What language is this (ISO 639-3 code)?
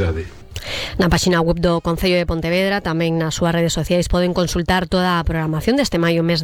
glg